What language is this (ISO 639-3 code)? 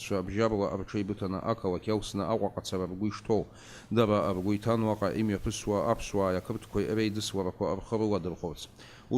abk